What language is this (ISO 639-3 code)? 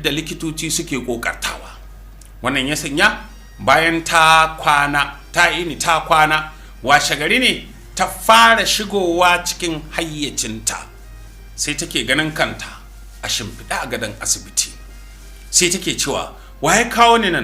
hau